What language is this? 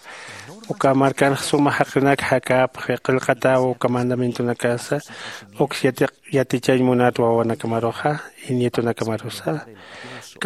Aymara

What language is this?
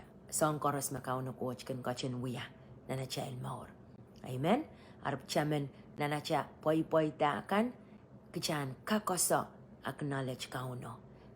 Pohnpeian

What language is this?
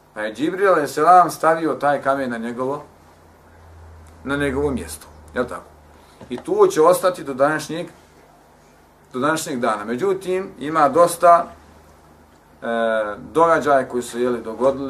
Bosnian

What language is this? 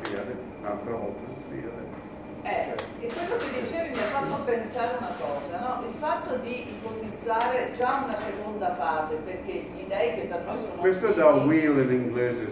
Italian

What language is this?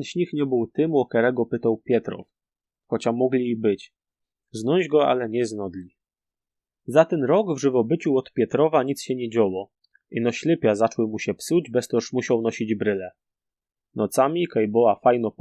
Silesian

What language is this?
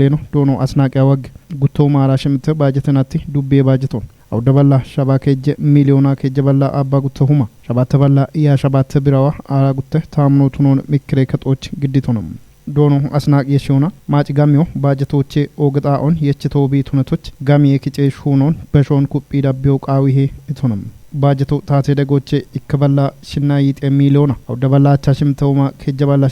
Kafa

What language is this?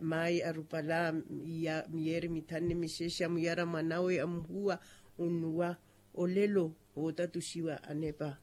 Makhuwa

